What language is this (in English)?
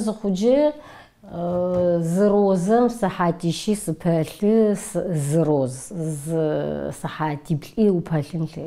Adyghe